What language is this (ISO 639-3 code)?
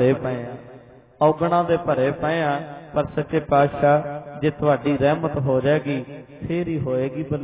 pan